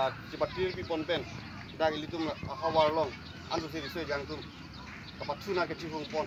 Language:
Karbi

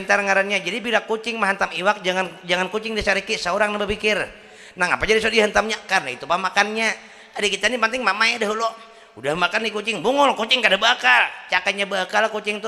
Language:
Banjar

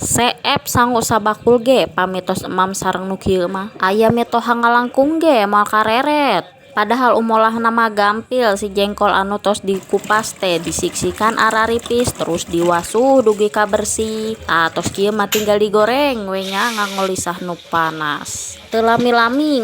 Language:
Sundanese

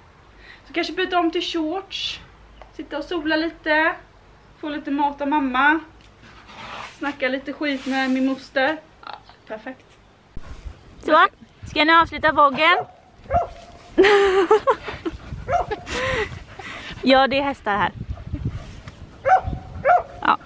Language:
Swedish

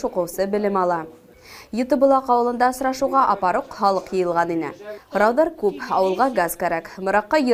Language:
Bashkir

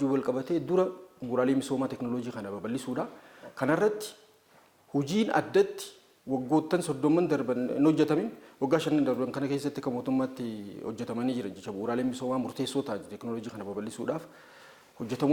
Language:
Oromo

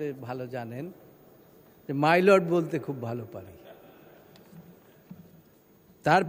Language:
Bangla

